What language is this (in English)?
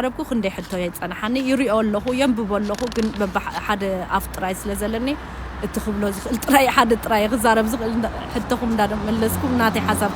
Tigrinya